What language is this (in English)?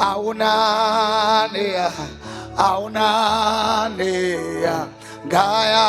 Venda